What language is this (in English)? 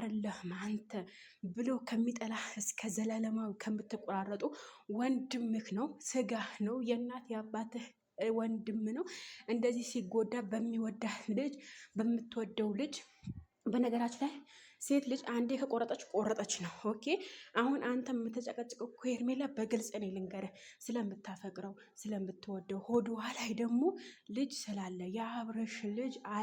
Amharic